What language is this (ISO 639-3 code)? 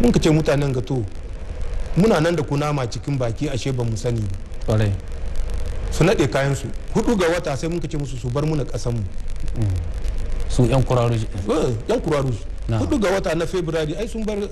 hau